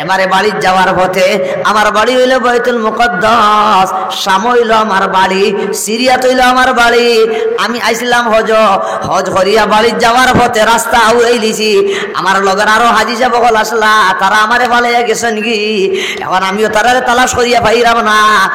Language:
Sylheti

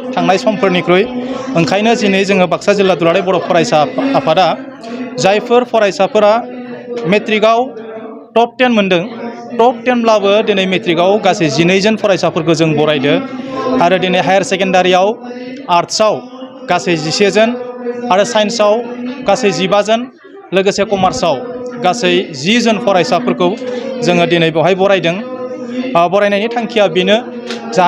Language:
Bodo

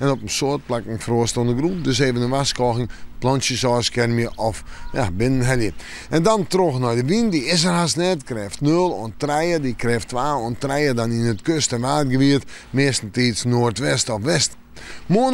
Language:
Western Frisian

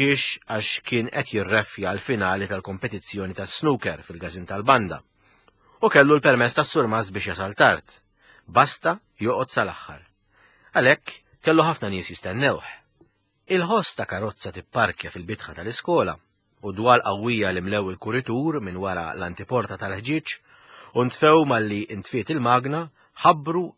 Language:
Maltese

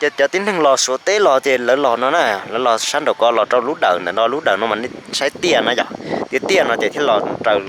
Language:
Hmong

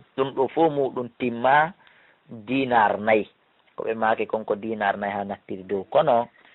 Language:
Fula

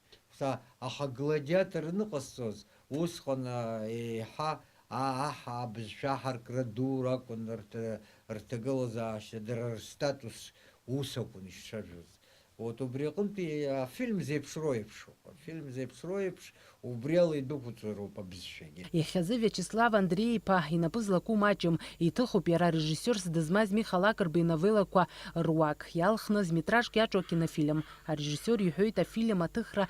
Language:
Abkhazian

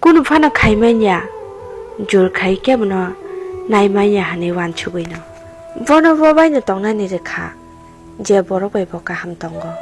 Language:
Kok Borok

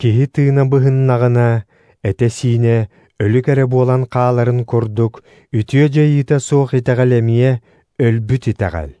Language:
Yakut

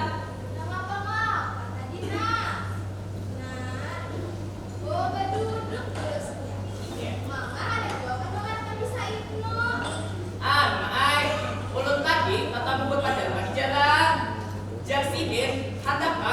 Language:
Banjar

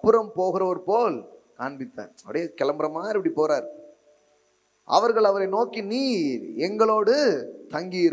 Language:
Tamil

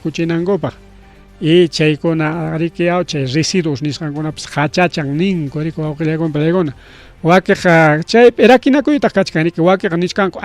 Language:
Ayacucho Quechua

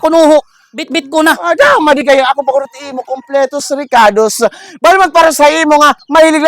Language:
Waray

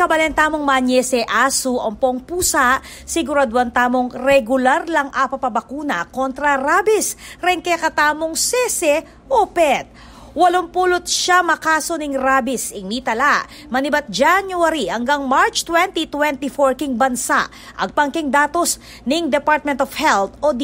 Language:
Pampanga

